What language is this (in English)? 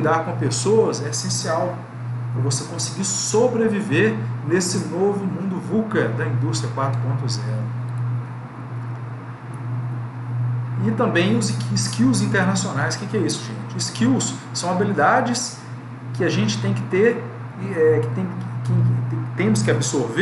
Portuguese